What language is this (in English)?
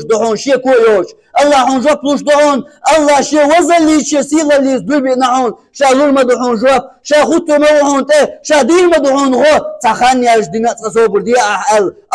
Chechen